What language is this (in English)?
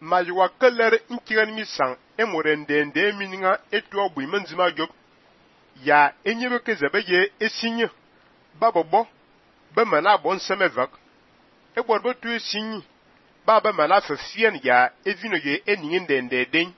Fang